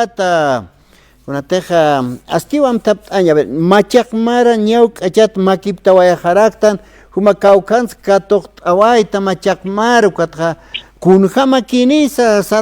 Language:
Aymara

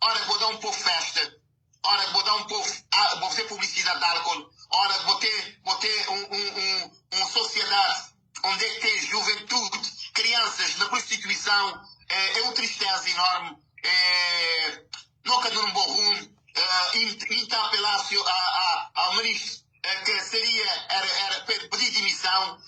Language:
Kabuverdianu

